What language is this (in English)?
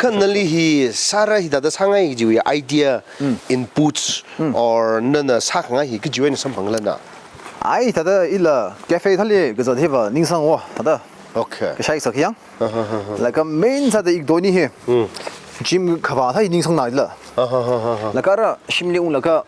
Tangkhul Naga (India)